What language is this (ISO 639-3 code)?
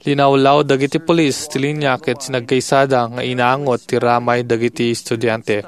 ilo